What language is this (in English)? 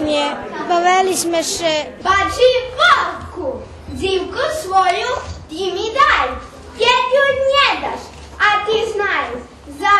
Rusyn